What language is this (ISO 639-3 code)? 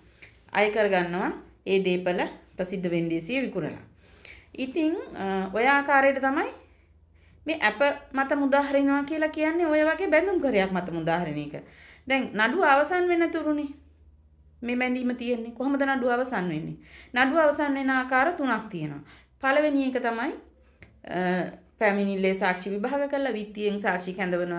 sin